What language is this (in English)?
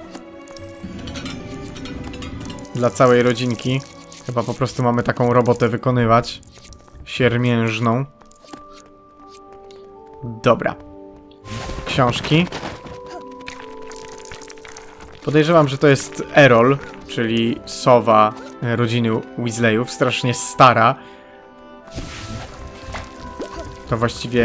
Polish